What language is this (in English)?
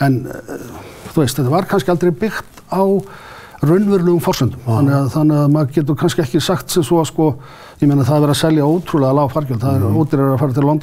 Icelandic